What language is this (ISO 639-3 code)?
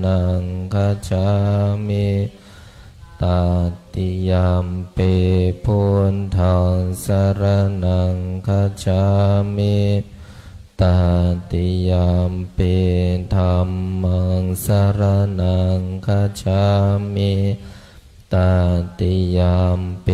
pli